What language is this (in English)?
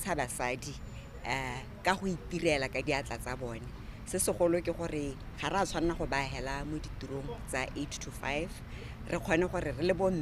Tswana